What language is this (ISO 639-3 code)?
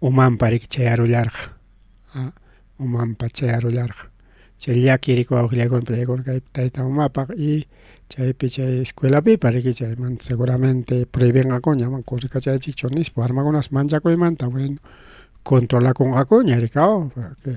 quy